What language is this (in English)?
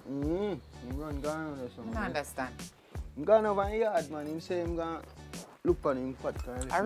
Jamaican Creole English